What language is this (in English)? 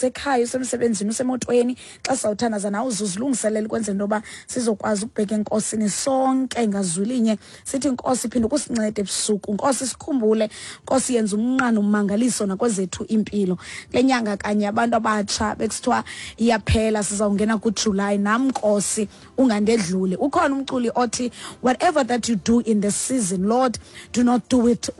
Xhosa